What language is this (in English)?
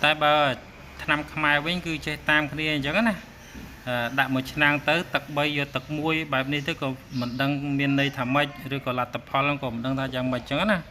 Khmer